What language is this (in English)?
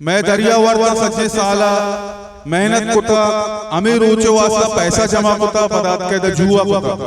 Baluchi